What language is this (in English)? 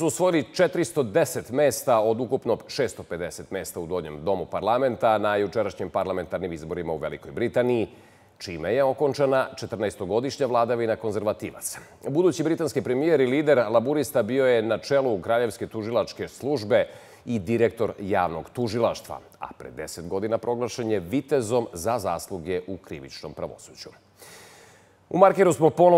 Serbian